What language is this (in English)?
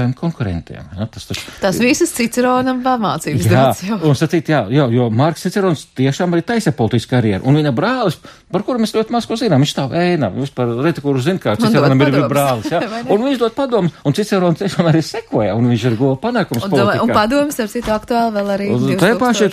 Latvian